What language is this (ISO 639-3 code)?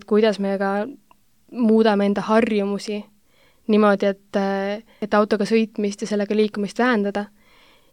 est